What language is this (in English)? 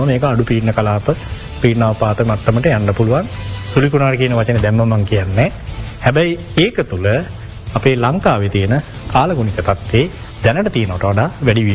Sinhala